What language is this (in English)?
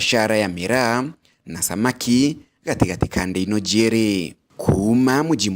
Meru